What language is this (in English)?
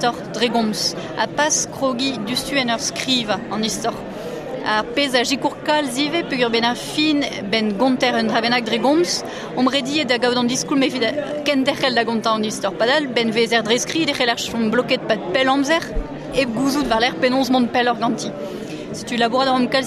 Breton